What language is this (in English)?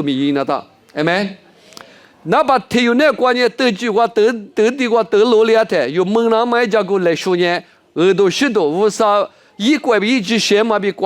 Lisu